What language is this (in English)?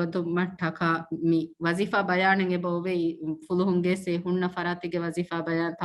Divehi